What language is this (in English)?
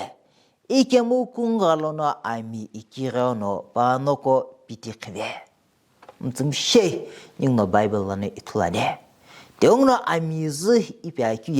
Sumi Naga